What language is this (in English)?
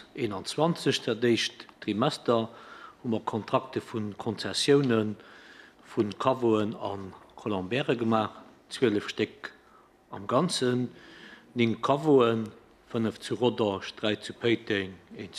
Luxembourgish